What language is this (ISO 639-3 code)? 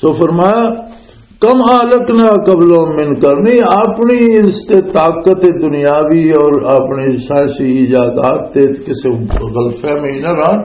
lah